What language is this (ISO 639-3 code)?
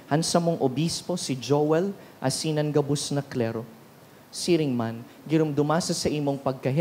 bik